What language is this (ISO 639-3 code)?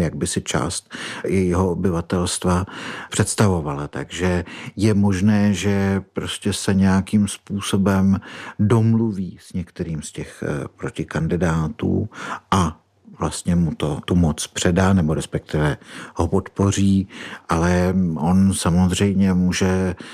ces